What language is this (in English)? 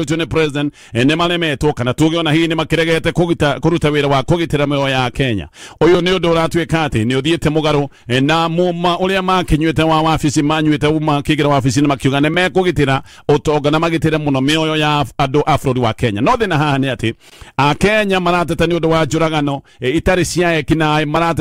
Kikuyu